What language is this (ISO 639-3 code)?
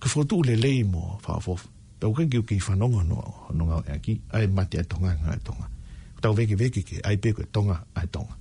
ton